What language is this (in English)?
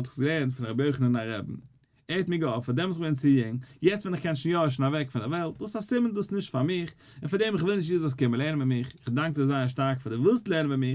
Yiddish